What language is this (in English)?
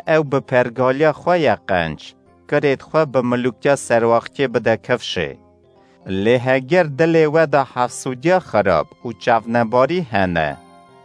Kurdish